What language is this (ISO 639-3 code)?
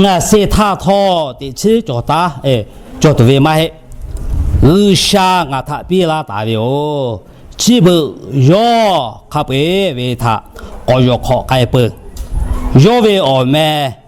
lhu